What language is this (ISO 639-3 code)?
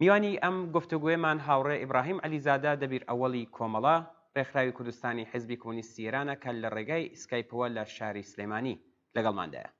ckb